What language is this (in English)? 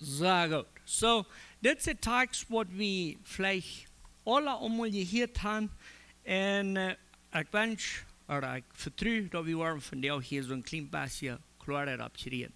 Plautdietsch